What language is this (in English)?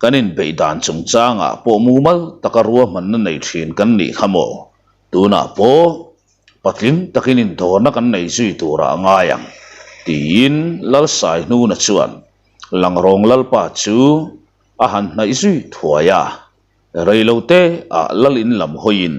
Mizo